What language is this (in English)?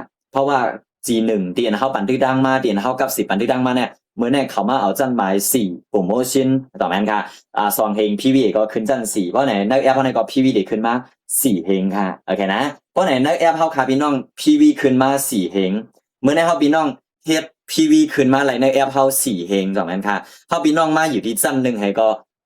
Shan